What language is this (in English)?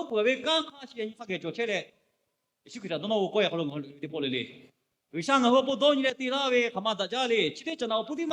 Lahu